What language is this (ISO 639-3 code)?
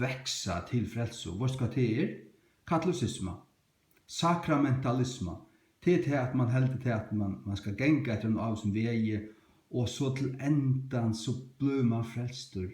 fao